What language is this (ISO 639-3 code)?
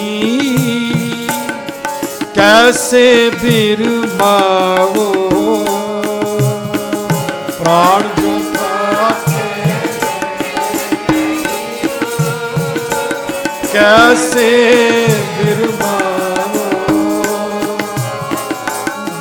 pan